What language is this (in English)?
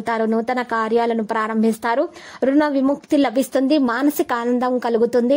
Telugu